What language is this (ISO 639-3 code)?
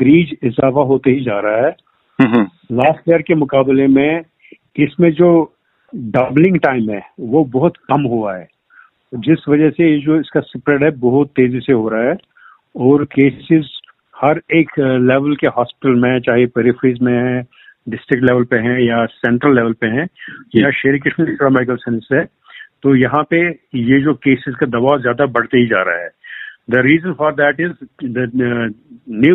hin